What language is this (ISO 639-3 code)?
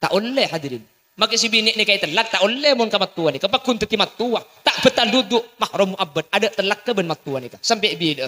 mad